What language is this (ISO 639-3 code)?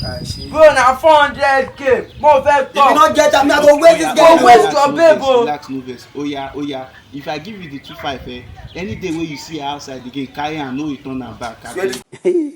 pcm